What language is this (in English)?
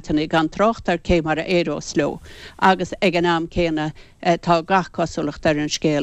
Irish